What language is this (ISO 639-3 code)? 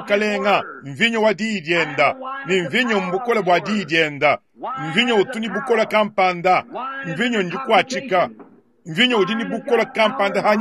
lua